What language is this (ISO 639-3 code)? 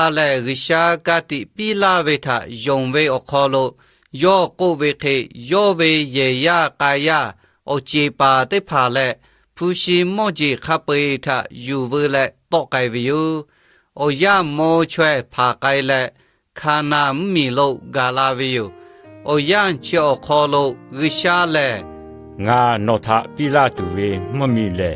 lhu